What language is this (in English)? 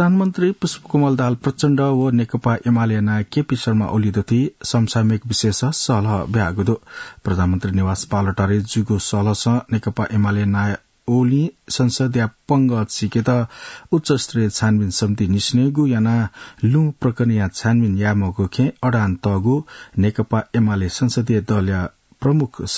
Newari